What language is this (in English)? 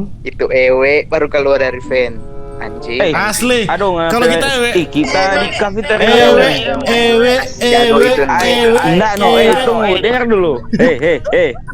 Manado Malay